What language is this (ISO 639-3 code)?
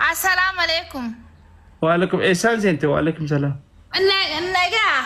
orm